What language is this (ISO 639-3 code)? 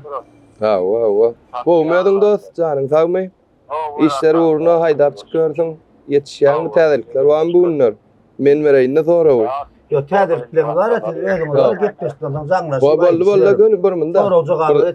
tuk